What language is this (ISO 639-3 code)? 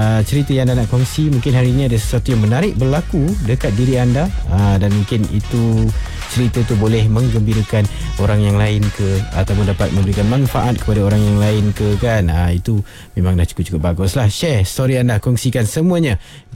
msa